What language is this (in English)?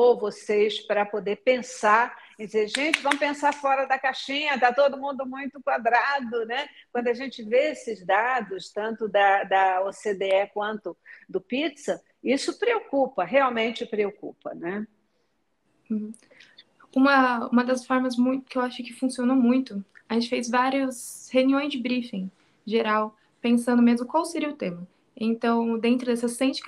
Portuguese